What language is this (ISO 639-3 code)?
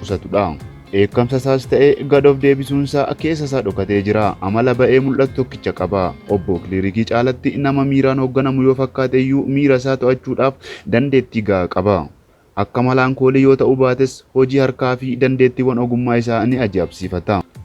orm